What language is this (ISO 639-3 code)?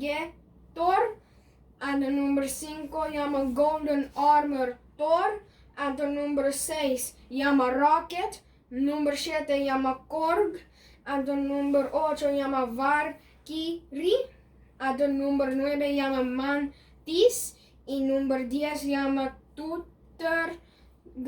pap